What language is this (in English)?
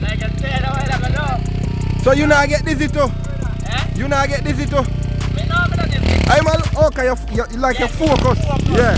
Jamaican Creole English